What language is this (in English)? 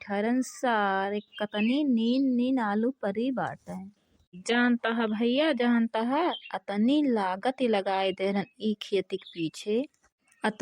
Awadhi